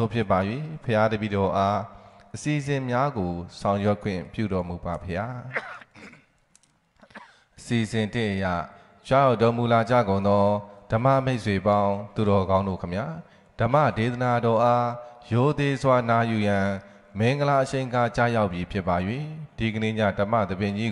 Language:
Burmese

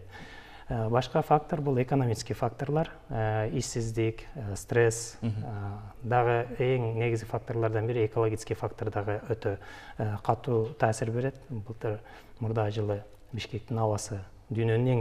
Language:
Kyrgyz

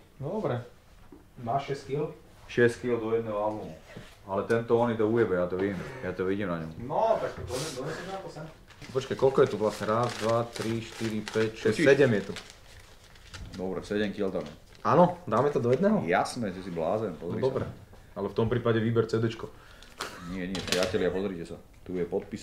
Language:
Slovak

